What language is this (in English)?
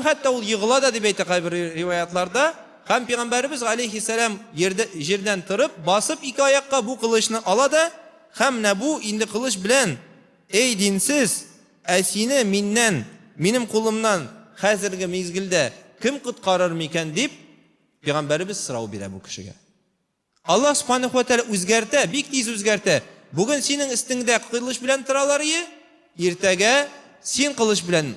Tatar